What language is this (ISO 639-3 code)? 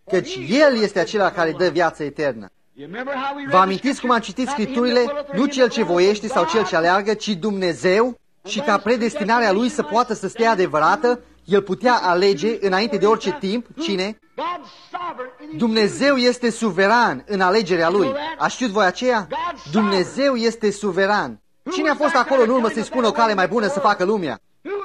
ron